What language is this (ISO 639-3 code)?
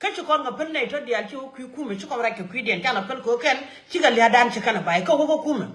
nus